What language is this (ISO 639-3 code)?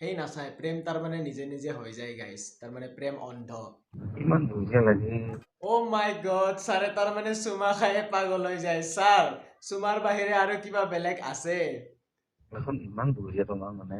asm